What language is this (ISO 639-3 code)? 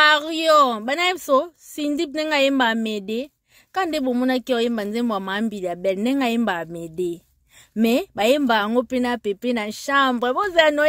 lin